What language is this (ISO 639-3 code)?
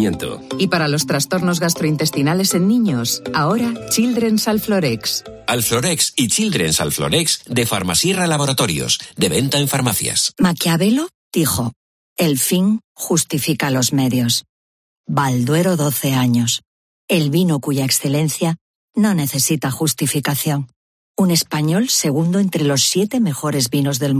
spa